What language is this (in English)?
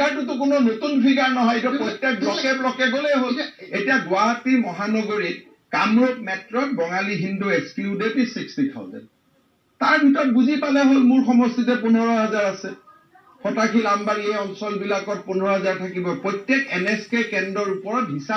Assamese